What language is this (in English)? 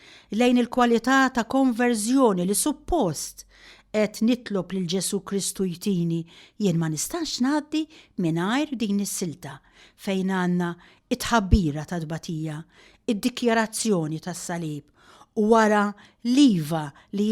Maltese